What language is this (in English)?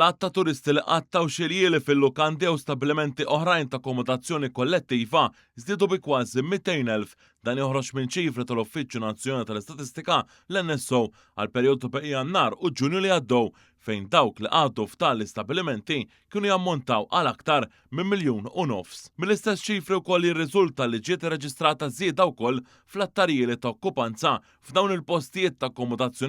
Maltese